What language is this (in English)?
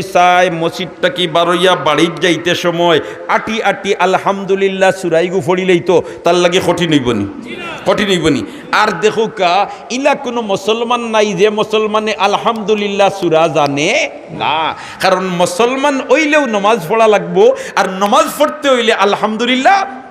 Sylheti